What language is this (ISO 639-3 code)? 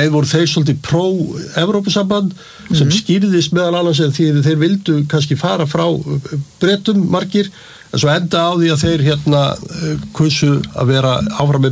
isl